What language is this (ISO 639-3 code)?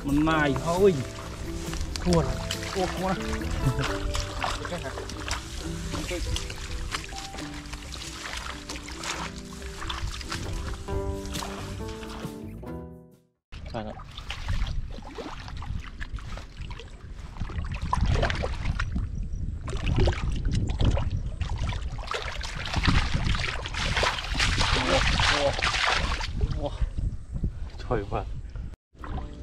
vie